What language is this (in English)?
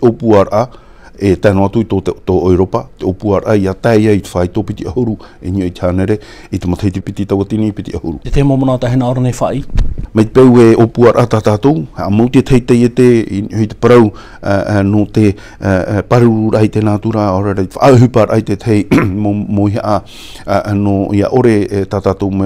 Tahitian